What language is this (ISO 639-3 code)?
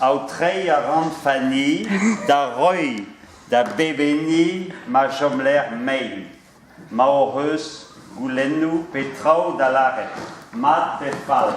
bre